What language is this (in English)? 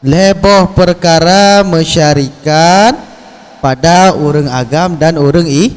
Achinese